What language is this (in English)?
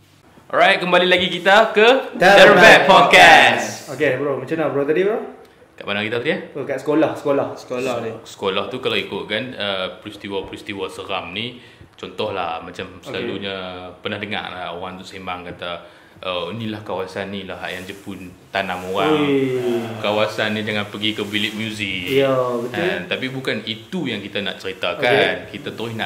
Malay